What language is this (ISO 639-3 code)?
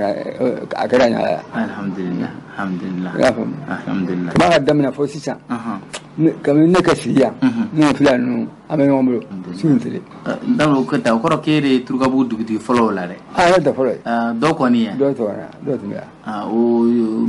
bam